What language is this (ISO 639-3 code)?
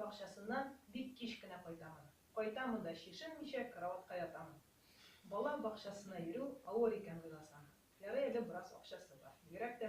tat